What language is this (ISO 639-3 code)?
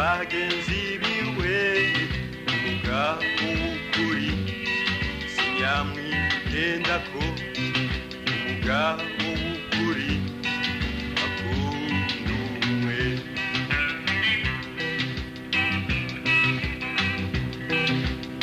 run